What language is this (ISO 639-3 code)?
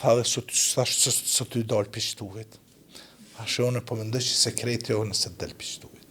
sqi